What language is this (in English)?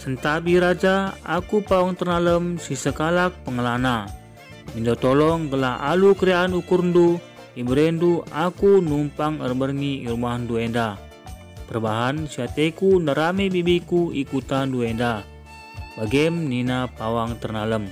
Batak Karo